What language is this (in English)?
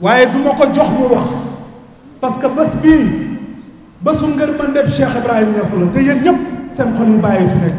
Wolof